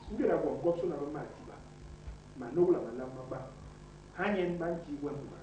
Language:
Basaa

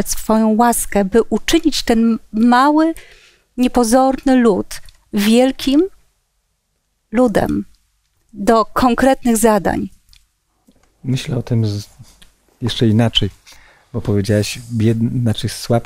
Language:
Polish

